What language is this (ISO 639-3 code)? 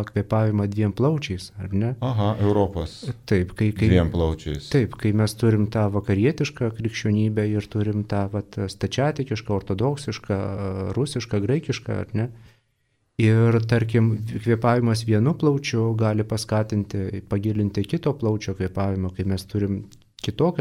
lit